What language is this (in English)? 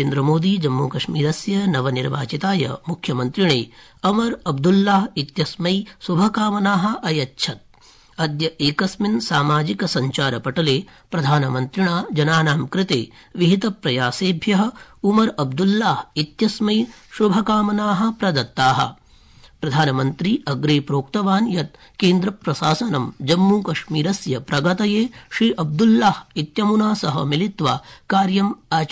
Sanskrit